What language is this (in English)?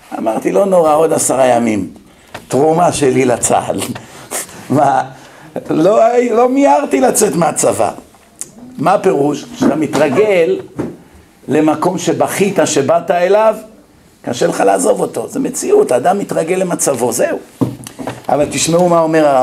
Hebrew